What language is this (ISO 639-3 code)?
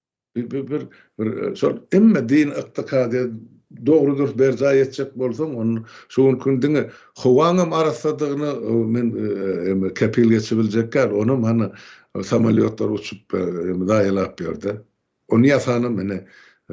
tuk